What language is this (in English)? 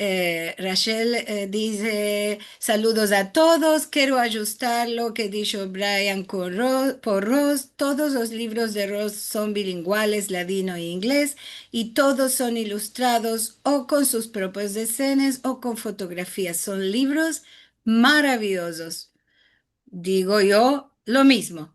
Ladino